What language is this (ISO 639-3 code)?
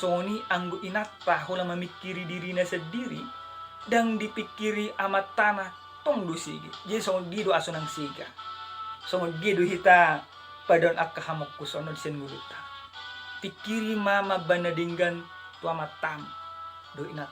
bbc